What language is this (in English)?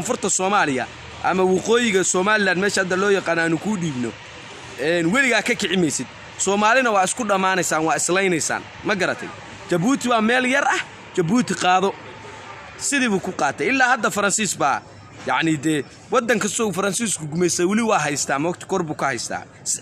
Somali